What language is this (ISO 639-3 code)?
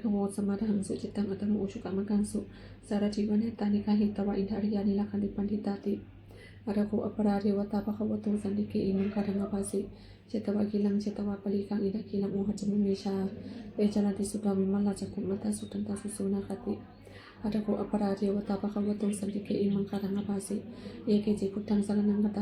pli